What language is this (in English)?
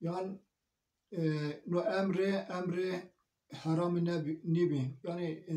Zaza